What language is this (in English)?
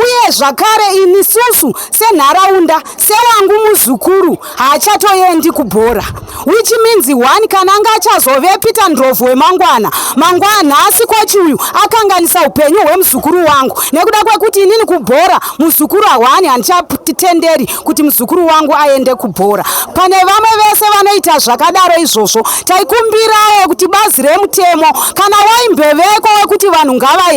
Shona